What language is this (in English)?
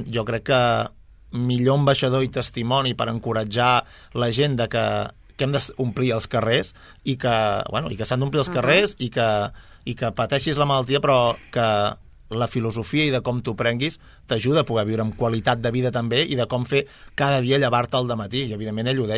Catalan